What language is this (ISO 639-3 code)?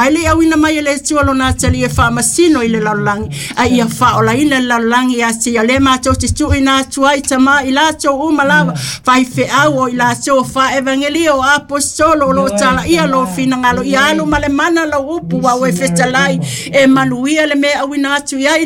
smo